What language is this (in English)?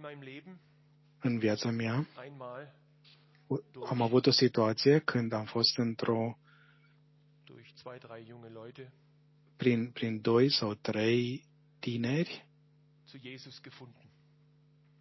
Romanian